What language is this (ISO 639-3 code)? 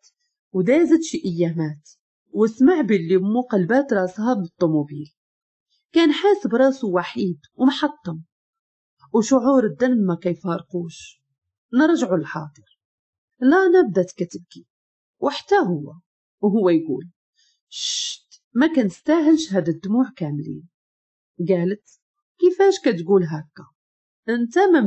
ary